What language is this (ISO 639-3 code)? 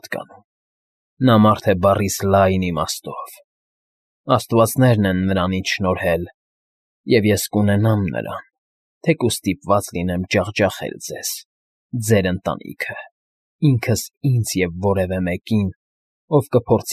hye